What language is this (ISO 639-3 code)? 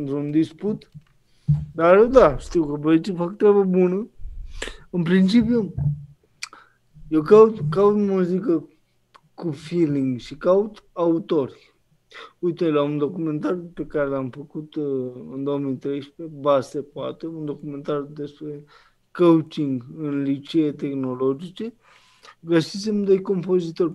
ron